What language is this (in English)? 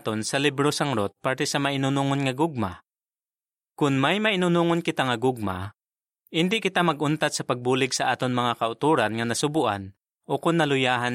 Hiligaynon